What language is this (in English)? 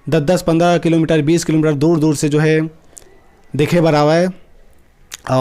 Chhattisgarhi